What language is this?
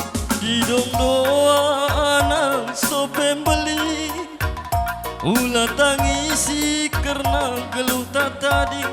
Batak Karo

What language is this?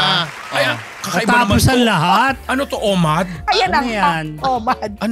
Filipino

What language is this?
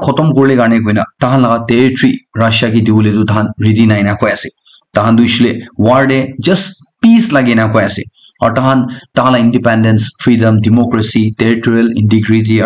Naga Pidgin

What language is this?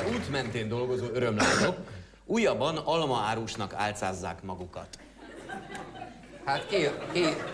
Hungarian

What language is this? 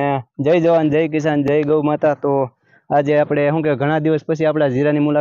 Gujarati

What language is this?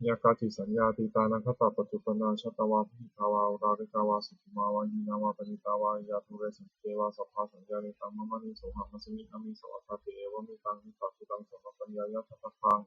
Pali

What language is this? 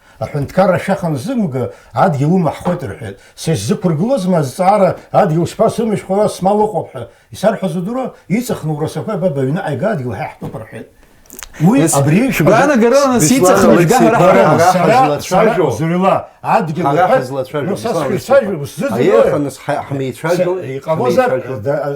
Abkhazian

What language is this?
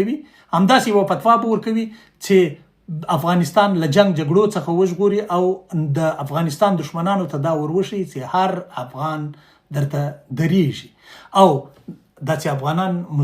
Pashto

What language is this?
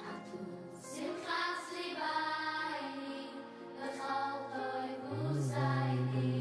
Yiddish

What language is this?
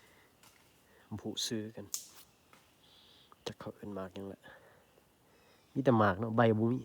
Lao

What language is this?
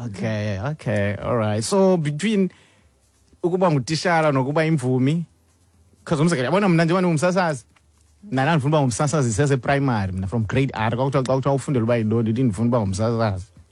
Xhosa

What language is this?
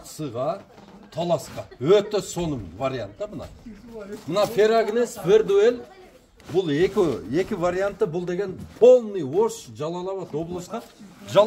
Kyrgyz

